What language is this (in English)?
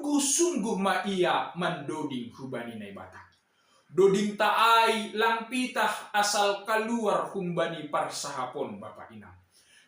Batak Simalungun